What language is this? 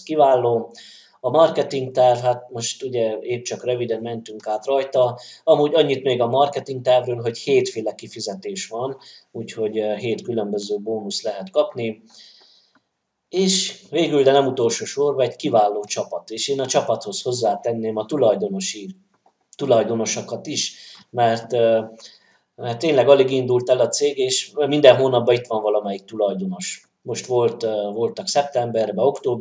Hungarian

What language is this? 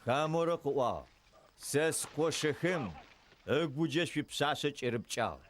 Adyghe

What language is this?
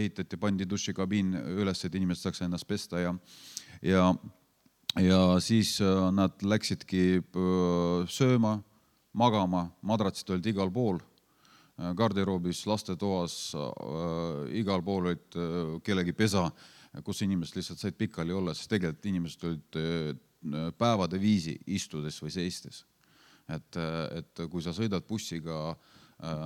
Estonian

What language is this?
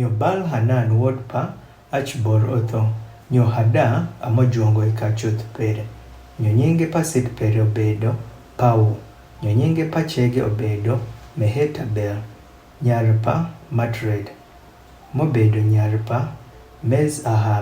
Adhola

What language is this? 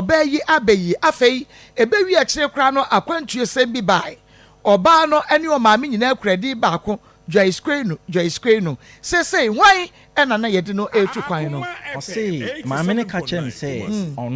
Akan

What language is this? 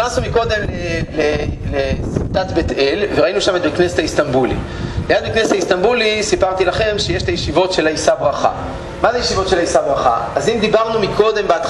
Hebrew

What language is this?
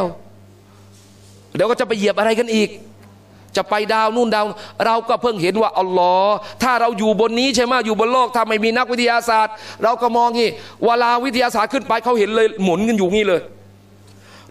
Thai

